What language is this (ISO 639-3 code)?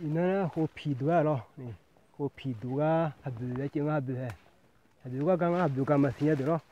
ahk